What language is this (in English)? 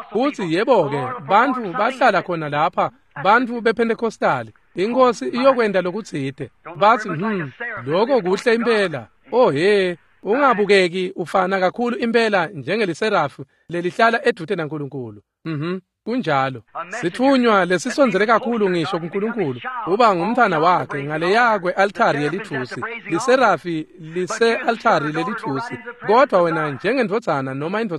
Swati